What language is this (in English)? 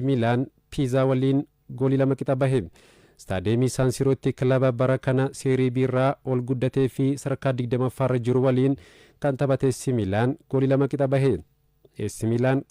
Oromo